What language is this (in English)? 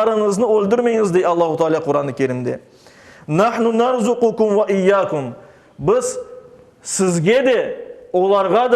Crimean Tatar